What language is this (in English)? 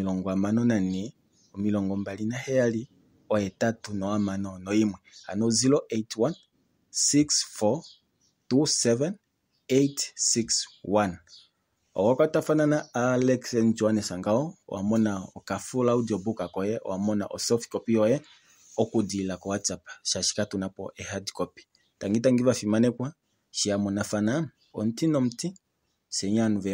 Kuanyama